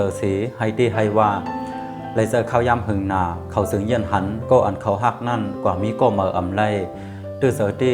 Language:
Shan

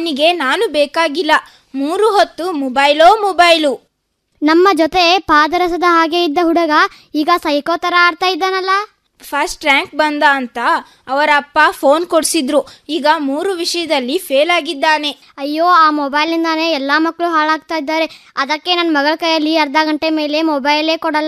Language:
Kannada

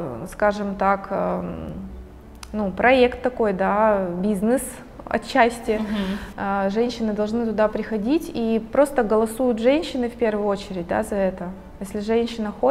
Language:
Russian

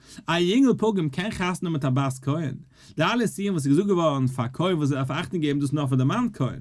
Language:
Yiddish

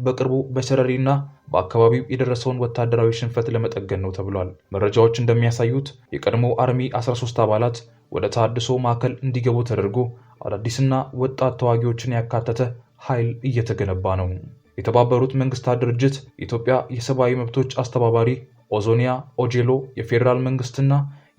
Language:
Amharic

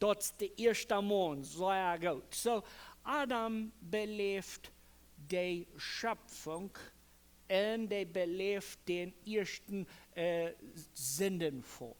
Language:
Plautdietsch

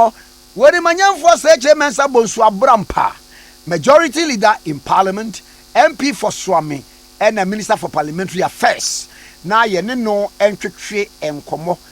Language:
Akan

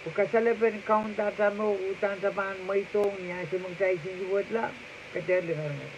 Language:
Pohnpeian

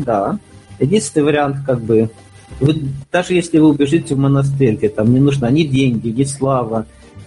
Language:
Russian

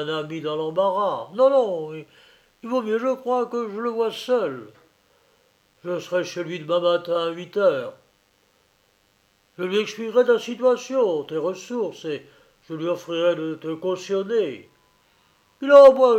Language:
French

